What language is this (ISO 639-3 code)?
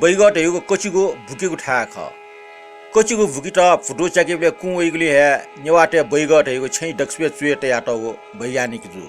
new